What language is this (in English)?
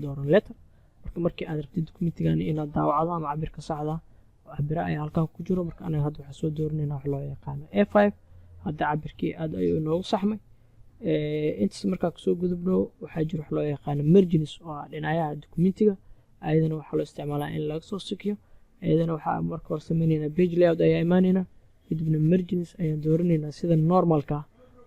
Somali